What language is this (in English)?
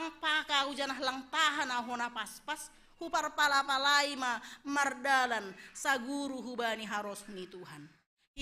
Batak Simalungun